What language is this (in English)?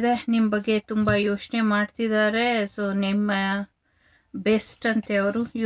Kannada